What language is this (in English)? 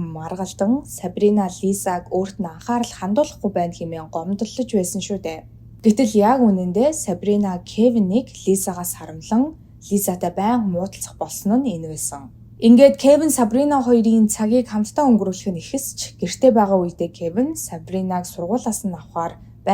Mongolian